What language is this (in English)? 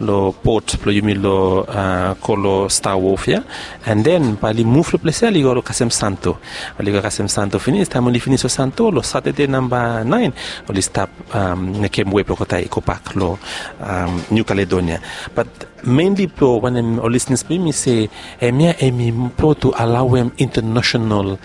Bislama